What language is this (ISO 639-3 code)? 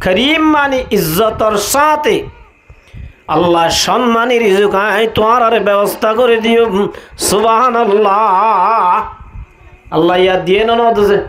rhg